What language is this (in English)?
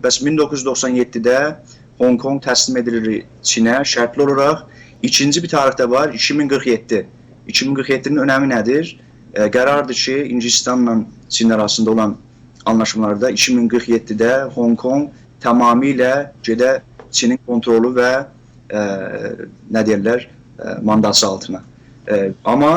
South Azerbaijani